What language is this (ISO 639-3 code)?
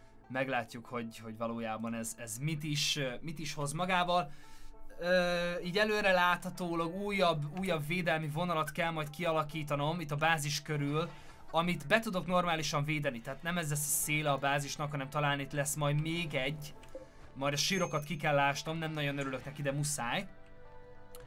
hun